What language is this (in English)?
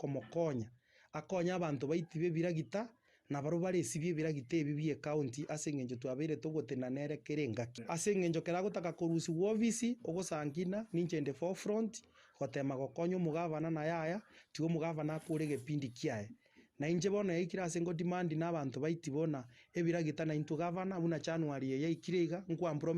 Gusii